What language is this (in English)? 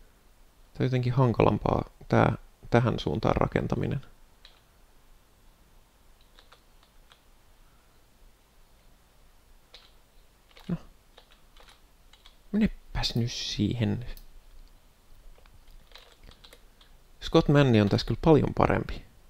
Finnish